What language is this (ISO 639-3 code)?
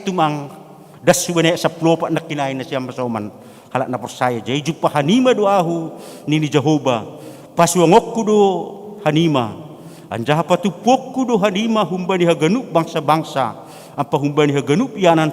bts